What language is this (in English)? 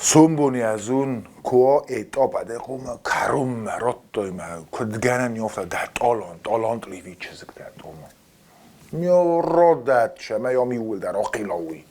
Ossetic